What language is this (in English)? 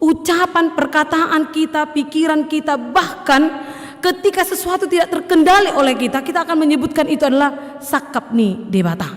Batak Toba